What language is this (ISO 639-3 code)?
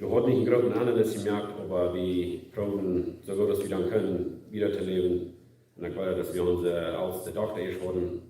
pdt